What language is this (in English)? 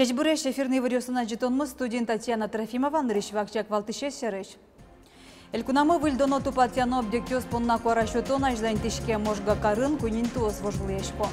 Udmurt